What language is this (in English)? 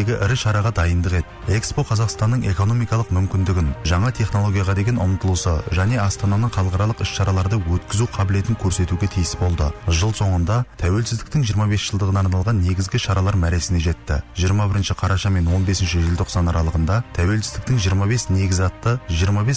Kazakh